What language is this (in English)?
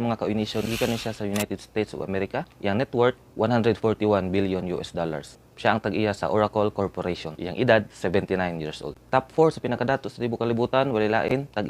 Cebuano